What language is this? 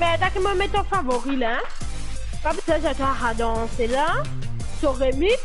Morisyen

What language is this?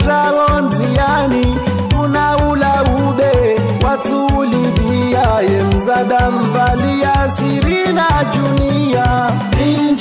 Swahili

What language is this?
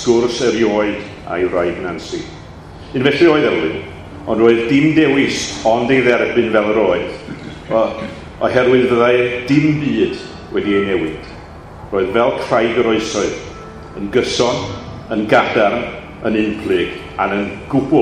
Welsh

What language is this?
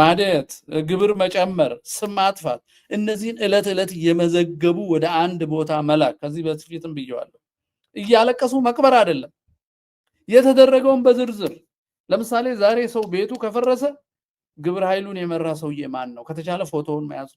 Amharic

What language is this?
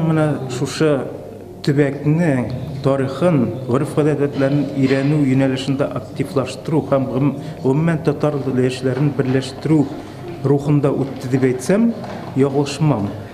Tatar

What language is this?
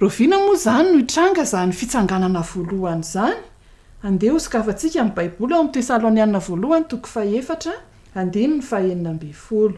Malagasy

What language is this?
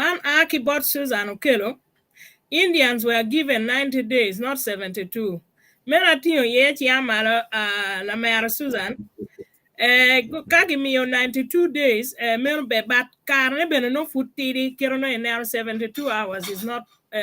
Acoli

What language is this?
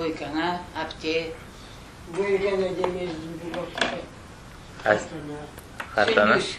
Crimean Tatar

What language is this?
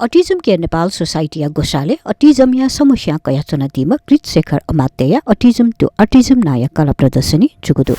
Newari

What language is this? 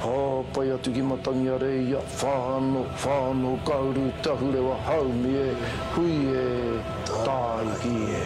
Māori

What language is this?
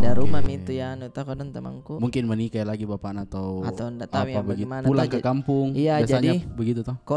Makassar Malay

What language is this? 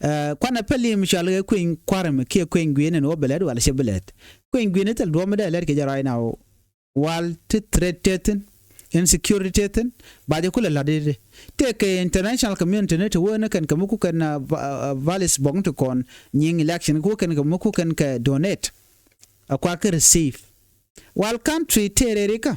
Nuer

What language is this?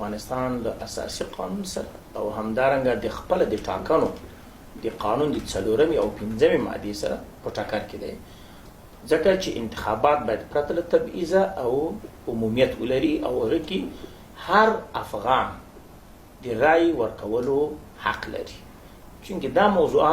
Pashto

